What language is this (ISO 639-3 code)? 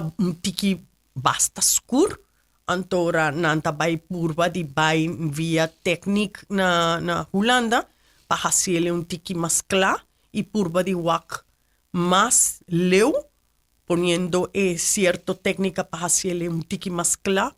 pap